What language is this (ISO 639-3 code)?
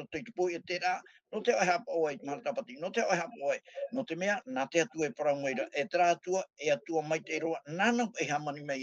tah